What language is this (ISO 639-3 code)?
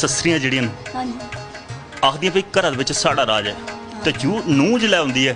doi